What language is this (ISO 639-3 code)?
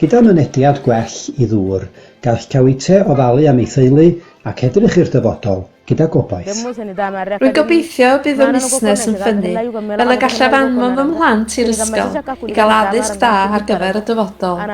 cym